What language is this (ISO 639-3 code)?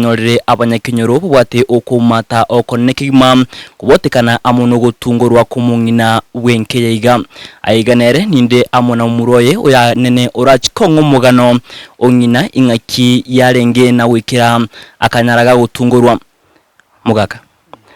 guz